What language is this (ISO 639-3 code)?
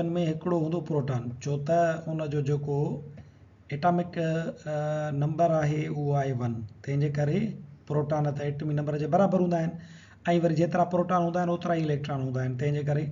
snd